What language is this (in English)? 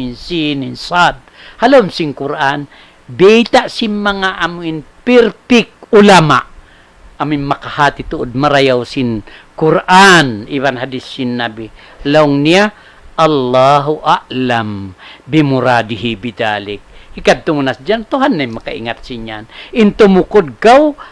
Tausug